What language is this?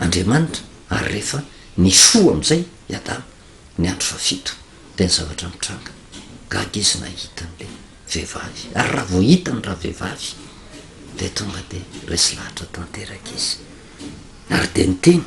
Malagasy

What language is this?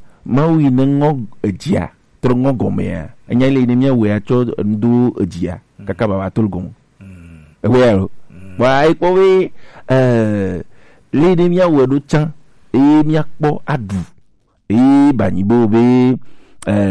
Gen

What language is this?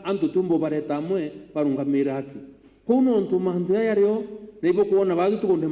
Meru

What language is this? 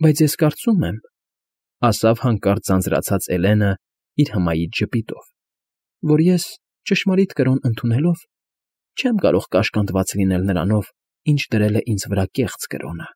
Armenian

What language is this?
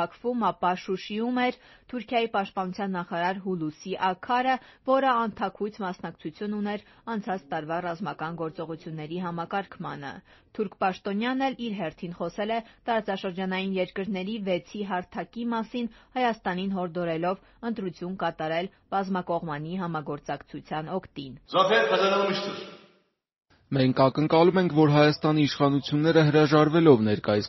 Armenian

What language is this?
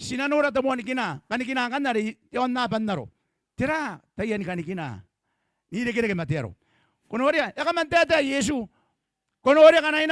Gilbertese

